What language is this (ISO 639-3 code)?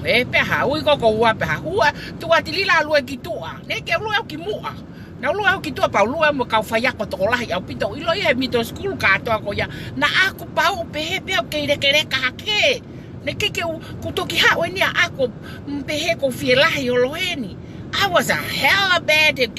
ton